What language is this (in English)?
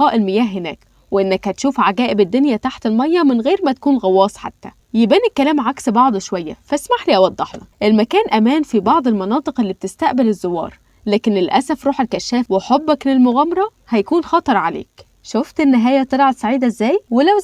Egyptian Arabic